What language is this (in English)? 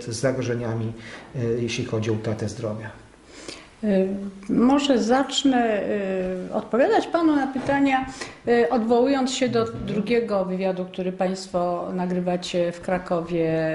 Polish